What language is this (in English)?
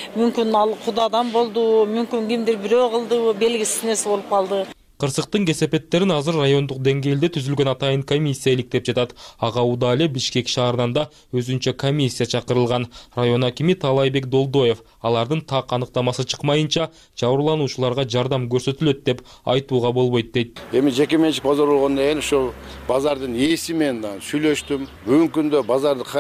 Kyrgyz